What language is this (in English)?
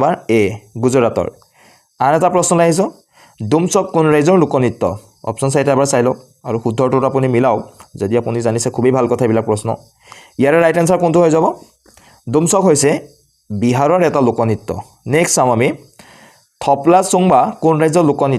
Assamese